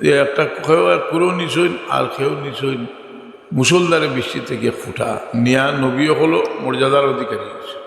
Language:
Sylheti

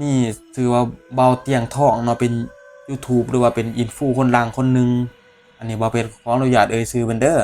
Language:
Northeastern Thai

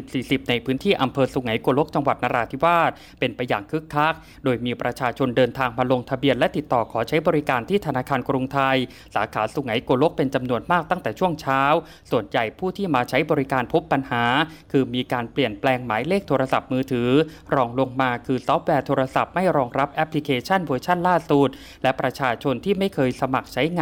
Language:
Thai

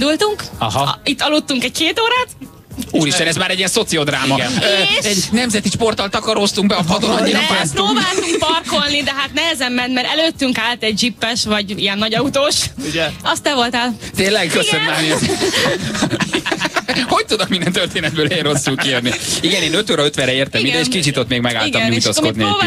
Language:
Hungarian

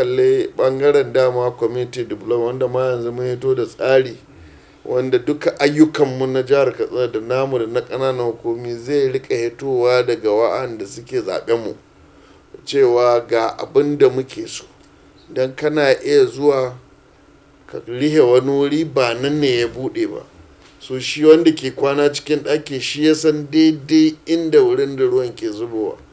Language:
Hausa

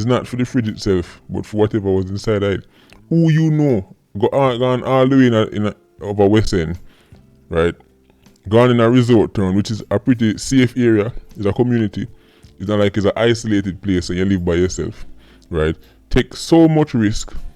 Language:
Jamaican Creole English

